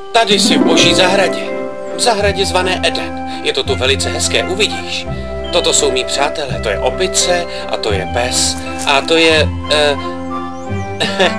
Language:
Czech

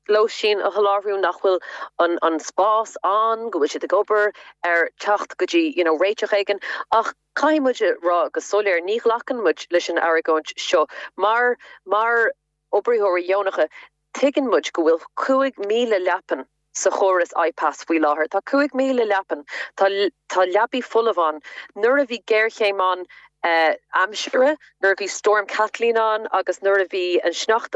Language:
Irish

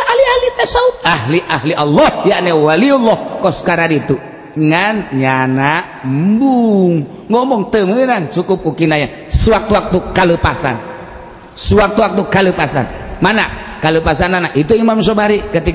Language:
Sundanese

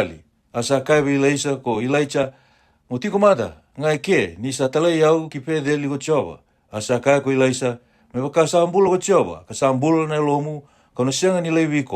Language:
Fijian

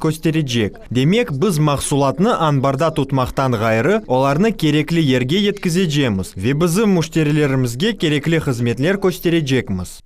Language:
Crimean Tatar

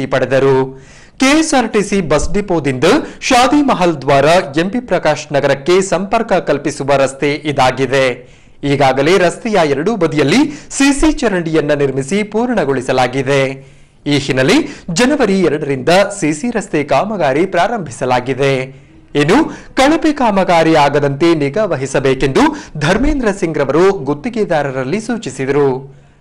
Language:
Kannada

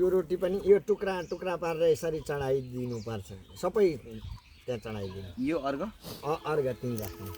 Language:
Nepali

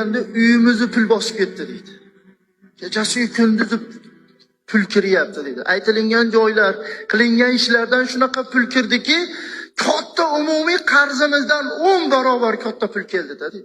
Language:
Uzbek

